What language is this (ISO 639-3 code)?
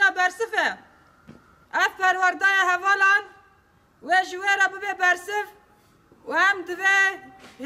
kur